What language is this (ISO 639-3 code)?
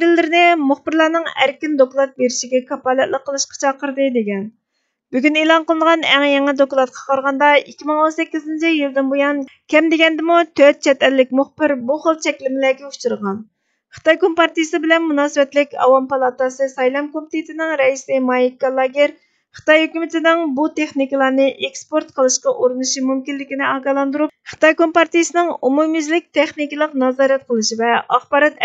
uig